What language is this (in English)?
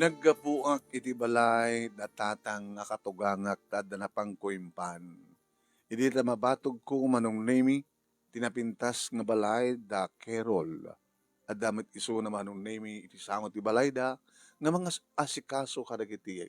Iloko